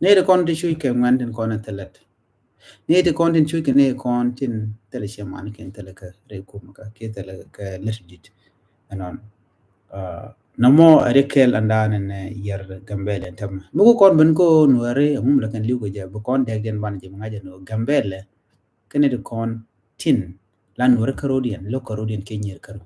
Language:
Nuer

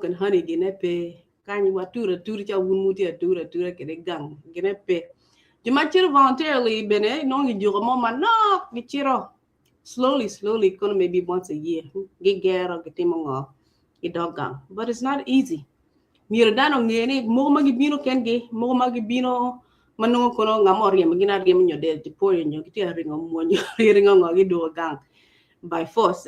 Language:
Acoli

